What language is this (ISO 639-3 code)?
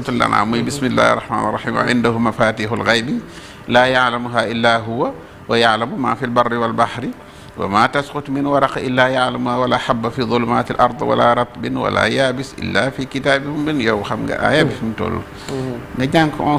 wol